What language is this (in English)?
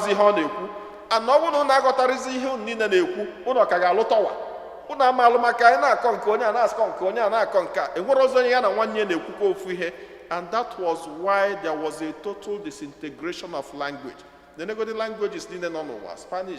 Igbo